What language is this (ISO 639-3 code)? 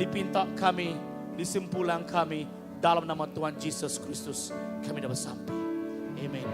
iba